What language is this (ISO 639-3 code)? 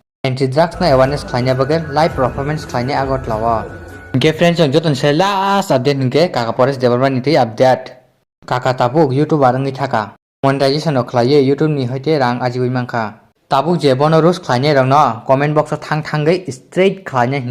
trp